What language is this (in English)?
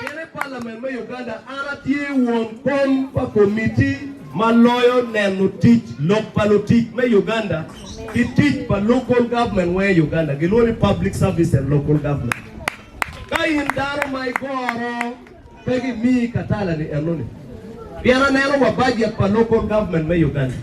Acoli